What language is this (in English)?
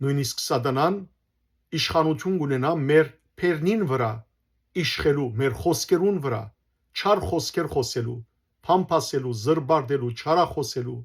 Western Armenian